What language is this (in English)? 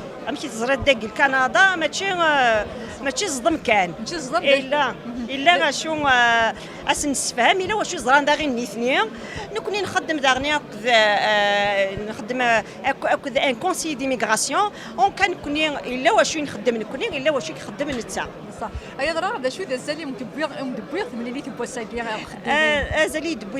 Kabyle